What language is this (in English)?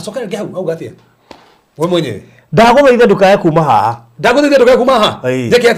Kikuyu